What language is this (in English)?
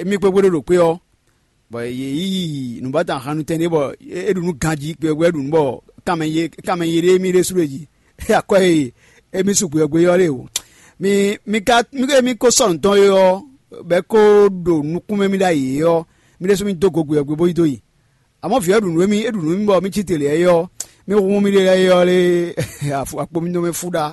Fon